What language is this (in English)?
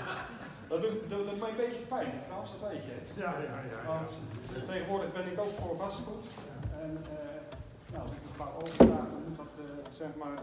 Dutch